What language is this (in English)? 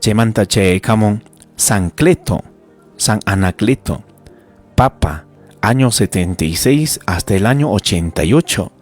Ayacucho Quechua